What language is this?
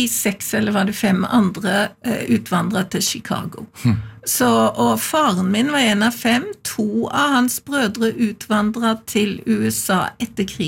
Norwegian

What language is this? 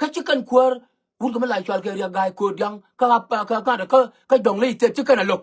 Nuer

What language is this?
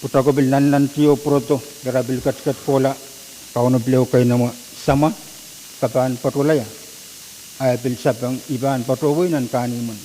Pohnpeian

